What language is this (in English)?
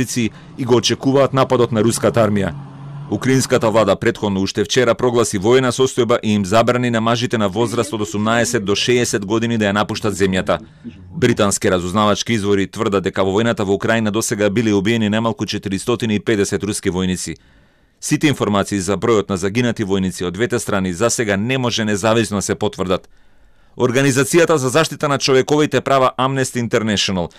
Macedonian